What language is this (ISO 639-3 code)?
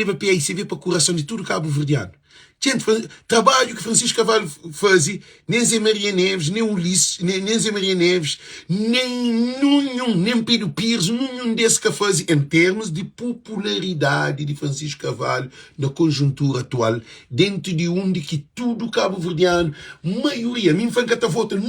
kea